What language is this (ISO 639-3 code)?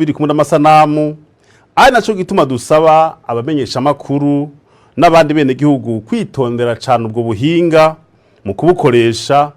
run